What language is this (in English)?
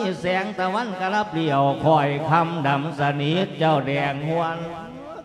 Lao